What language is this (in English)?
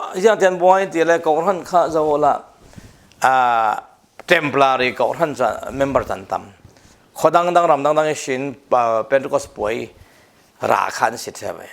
Falam Chin